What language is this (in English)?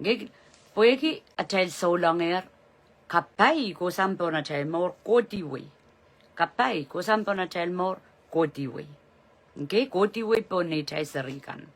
Pohnpeian